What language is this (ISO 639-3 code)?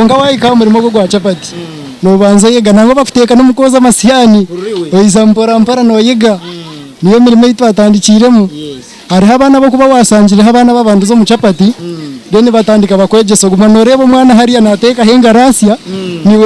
nyn